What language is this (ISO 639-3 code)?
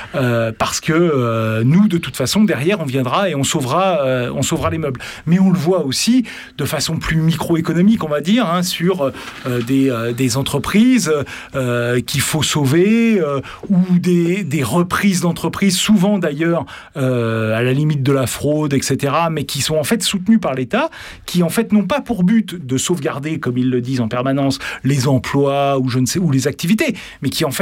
fra